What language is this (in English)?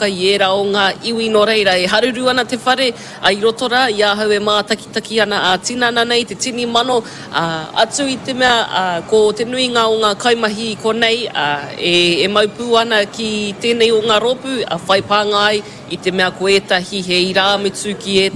Māori